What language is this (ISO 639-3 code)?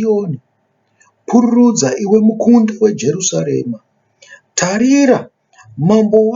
sna